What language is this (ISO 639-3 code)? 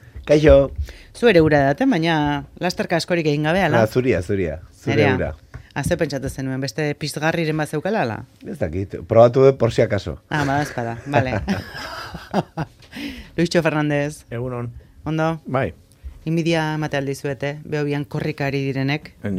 eus